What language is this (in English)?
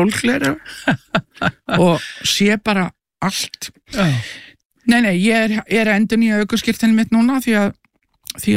Icelandic